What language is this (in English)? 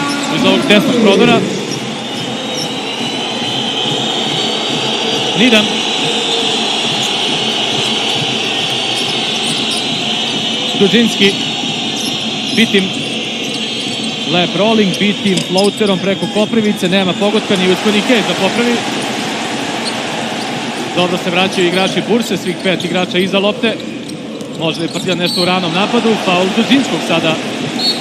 Serbian